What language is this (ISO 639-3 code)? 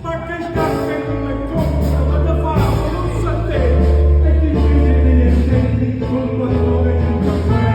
nap